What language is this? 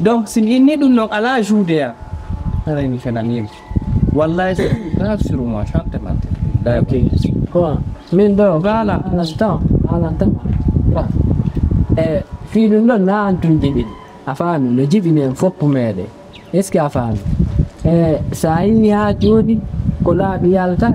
Fula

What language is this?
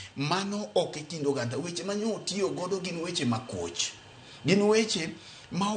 Luo (Kenya and Tanzania)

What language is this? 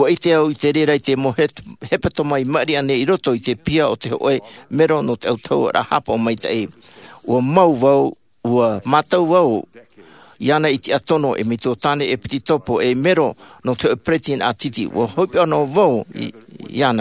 Tahitian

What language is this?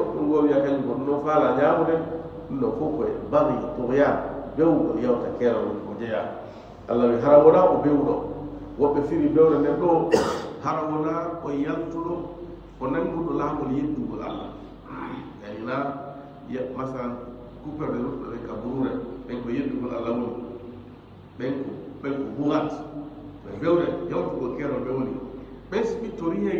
Fula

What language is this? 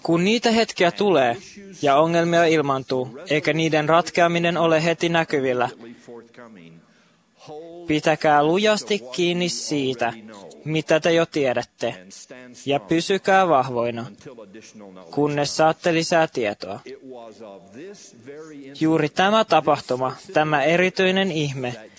Finnish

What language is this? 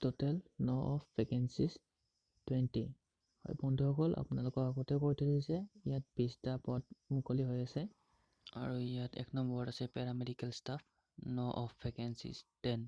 Assamese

